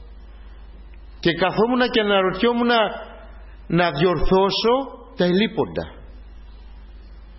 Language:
Greek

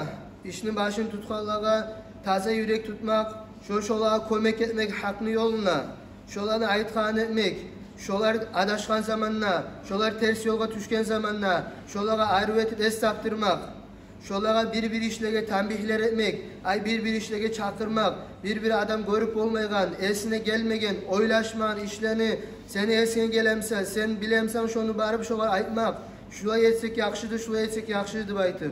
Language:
Kumyk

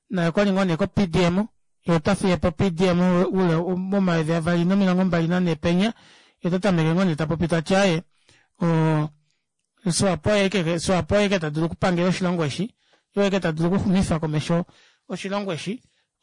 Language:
Kuanyama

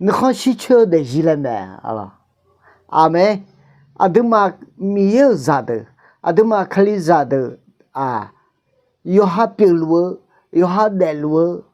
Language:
Akha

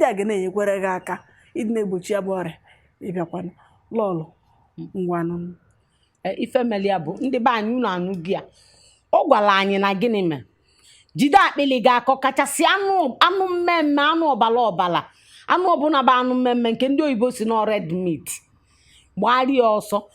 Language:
Igbo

